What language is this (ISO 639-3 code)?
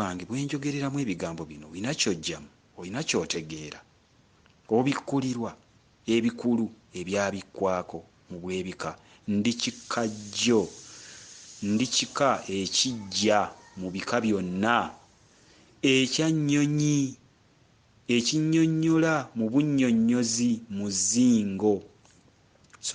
lug